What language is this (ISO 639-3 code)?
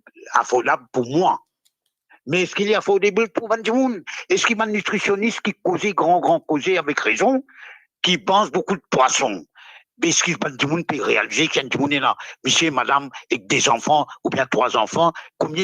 mfe